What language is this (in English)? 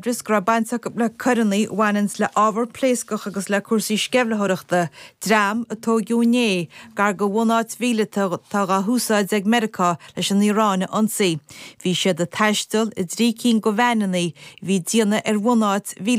Irish